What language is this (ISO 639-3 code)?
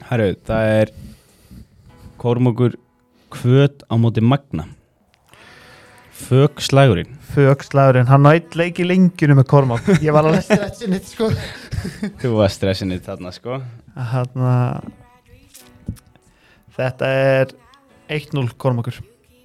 isl